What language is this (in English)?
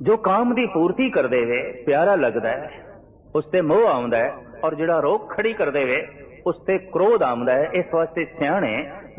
Punjabi